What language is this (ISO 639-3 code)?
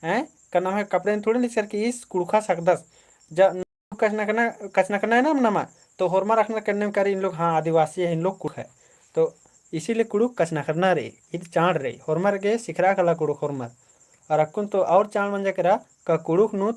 kru